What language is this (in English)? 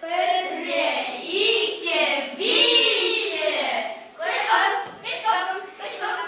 Chuvash